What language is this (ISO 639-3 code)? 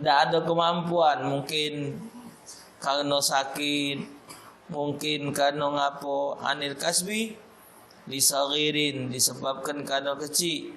mui